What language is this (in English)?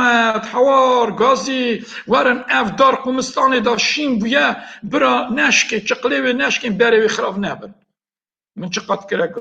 Kurdish